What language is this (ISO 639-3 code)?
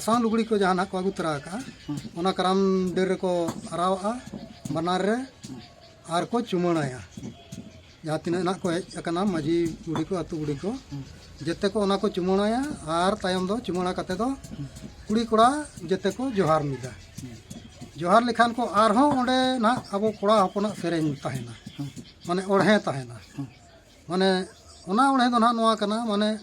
sat